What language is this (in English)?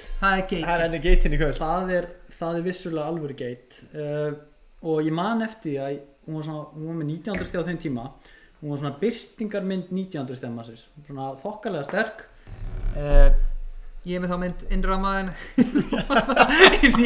Icelandic